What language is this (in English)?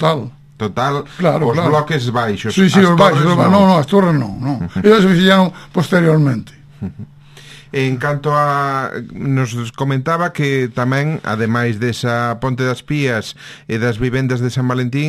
Galician